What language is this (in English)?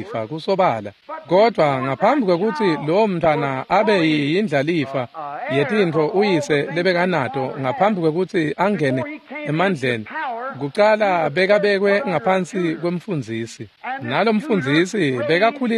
Swati